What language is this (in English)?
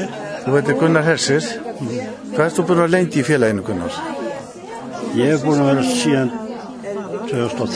Icelandic